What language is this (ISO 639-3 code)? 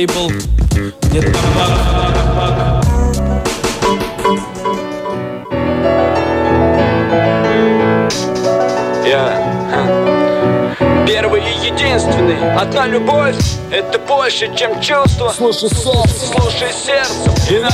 rus